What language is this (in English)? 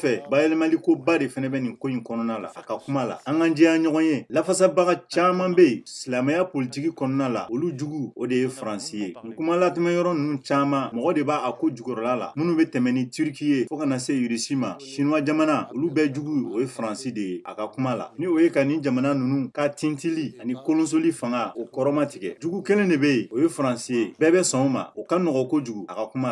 Bambara